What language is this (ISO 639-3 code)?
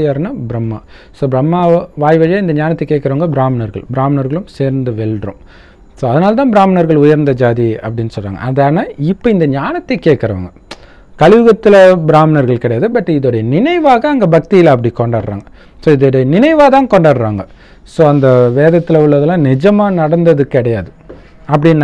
tam